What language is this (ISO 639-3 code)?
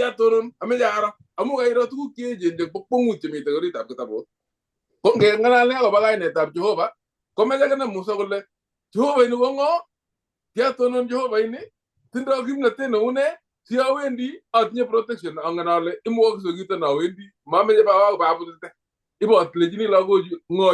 kln